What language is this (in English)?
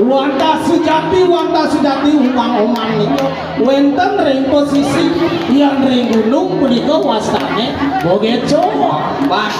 Balinese